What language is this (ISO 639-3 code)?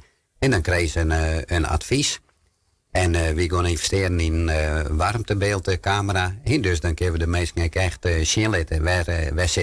fry